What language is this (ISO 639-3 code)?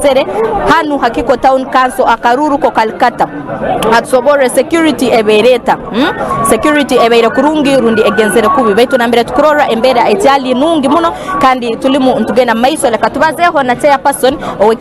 nyn